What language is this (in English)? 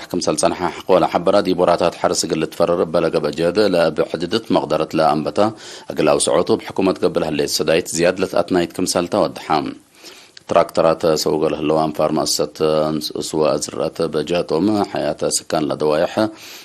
Tigre